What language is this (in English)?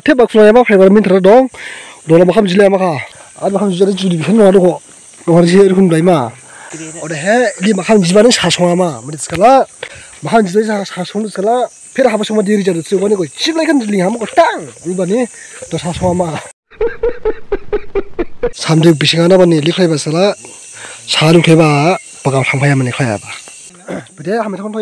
Dimasa